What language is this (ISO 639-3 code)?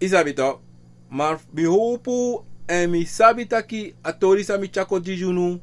srn